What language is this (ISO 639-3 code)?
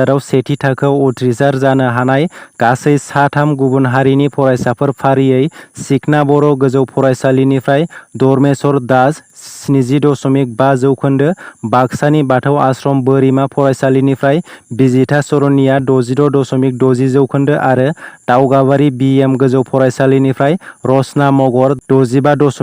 brx